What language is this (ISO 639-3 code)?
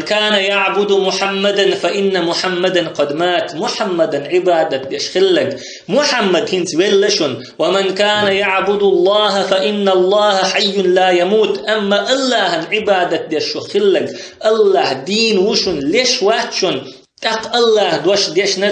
che